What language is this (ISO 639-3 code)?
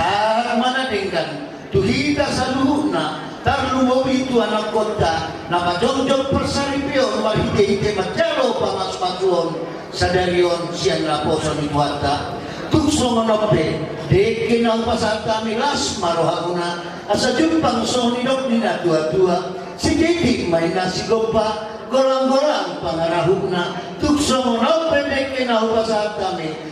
bbc